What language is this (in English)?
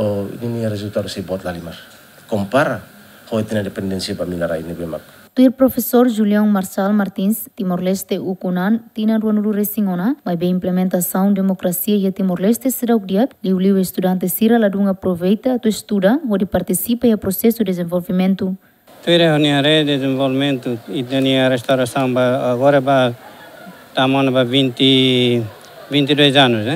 Tetum